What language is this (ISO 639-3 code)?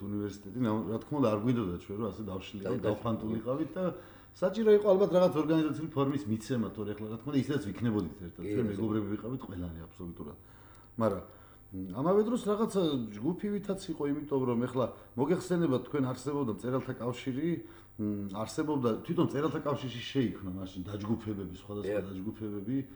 kat